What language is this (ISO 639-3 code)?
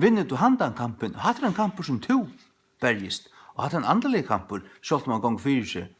fao